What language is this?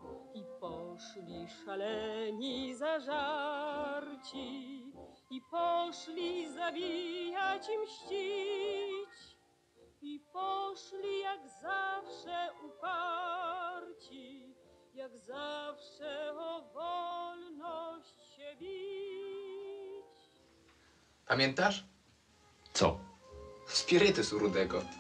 Polish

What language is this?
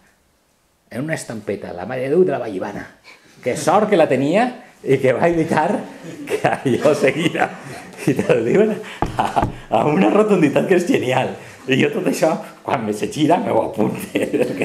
Catalan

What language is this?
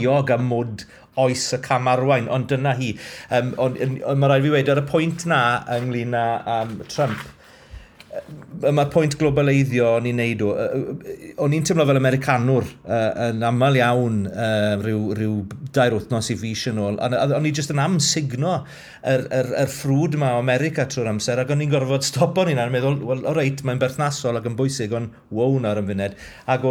Welsh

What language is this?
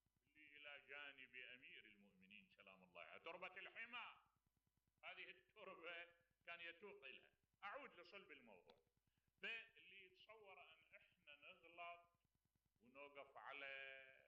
Mesopotamian Arabic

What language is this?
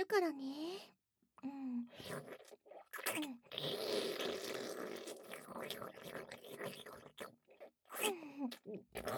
Japanese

